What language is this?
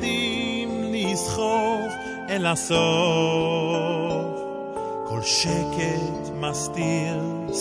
Hebrew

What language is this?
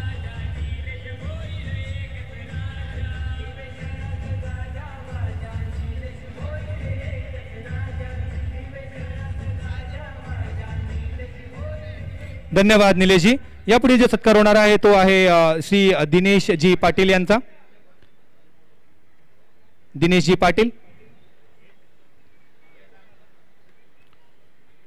Marathi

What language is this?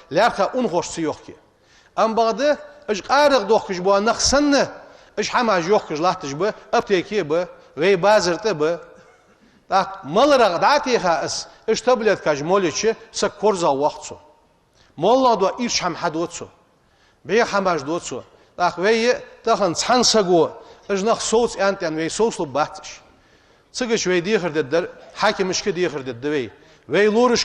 Ingush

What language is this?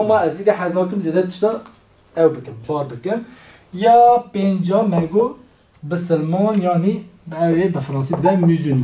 Kurdish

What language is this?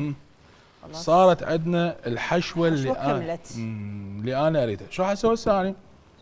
Mesopotamian Arabic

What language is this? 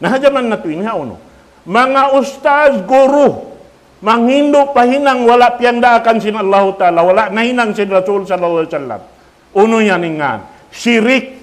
Tausug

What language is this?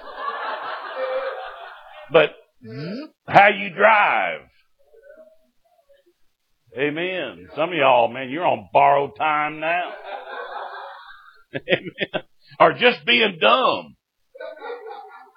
English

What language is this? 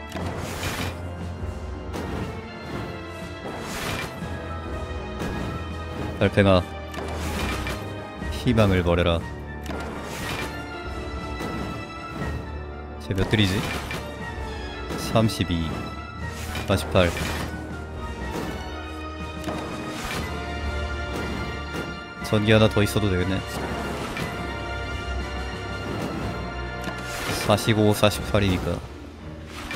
Korean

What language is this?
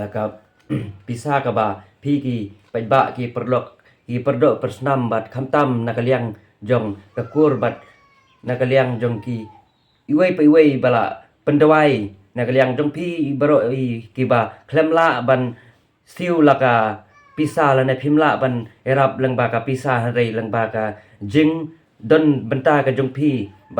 Khasi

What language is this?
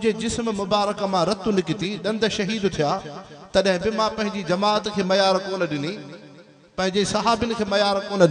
Sindhi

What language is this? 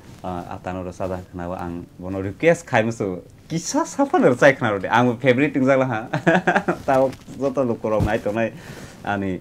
Kok Borok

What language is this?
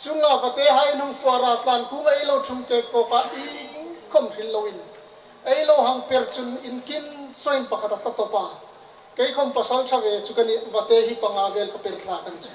Hmar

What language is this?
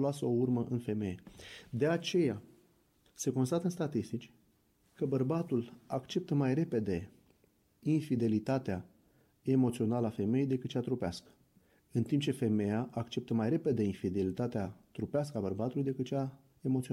Romanian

